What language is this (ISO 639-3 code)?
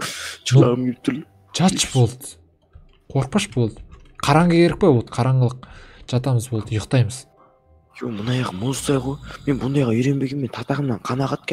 kaz